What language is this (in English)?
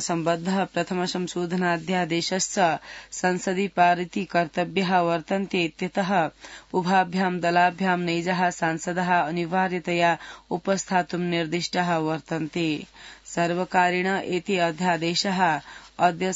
Sanskrit